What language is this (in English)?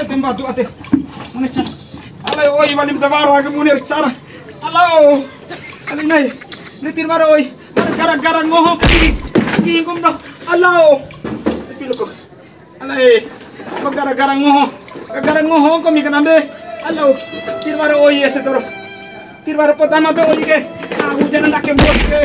Bima